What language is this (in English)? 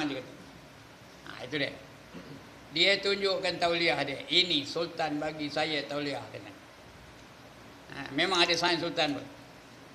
Malay